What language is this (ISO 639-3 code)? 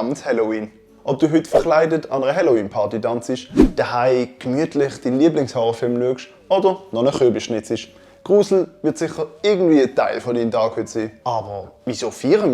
gsw